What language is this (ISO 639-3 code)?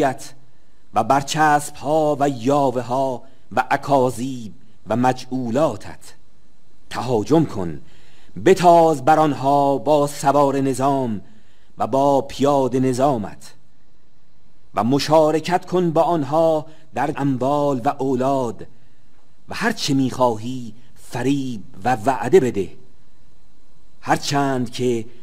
fas